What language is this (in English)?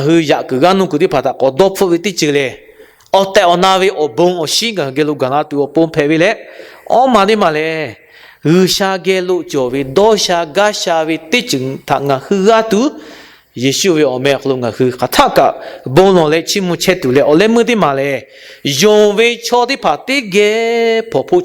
Lahu